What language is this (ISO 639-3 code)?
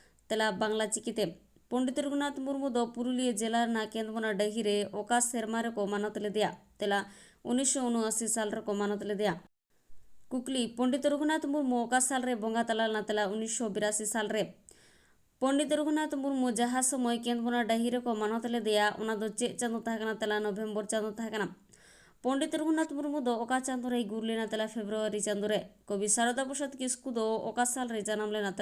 sat